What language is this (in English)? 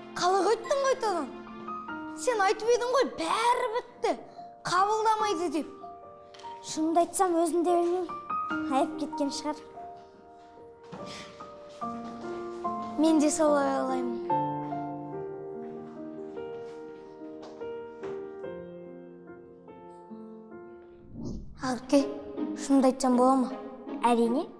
Kazakh